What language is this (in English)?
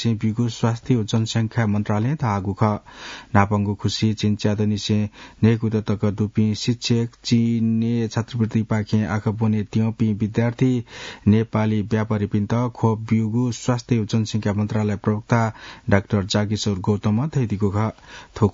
Newari